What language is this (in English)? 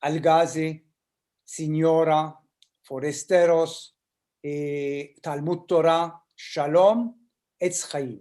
Ladino